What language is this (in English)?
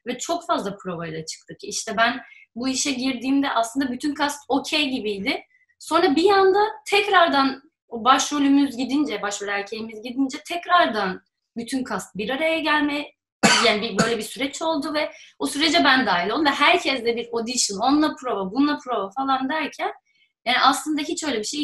Turkish